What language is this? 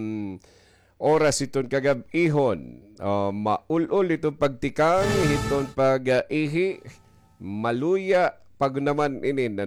Waray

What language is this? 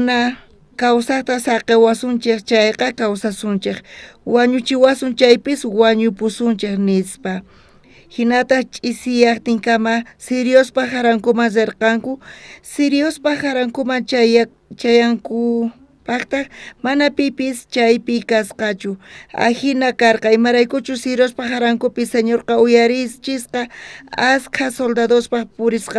South Bolivian Quechua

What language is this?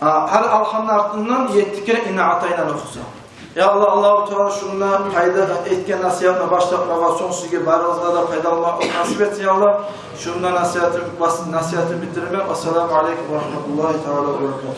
Kumyk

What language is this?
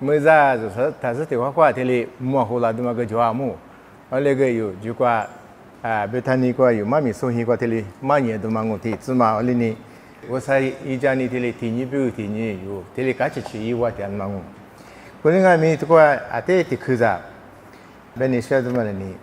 Lisu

